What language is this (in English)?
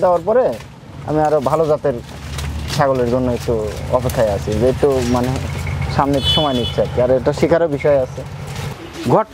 Bangla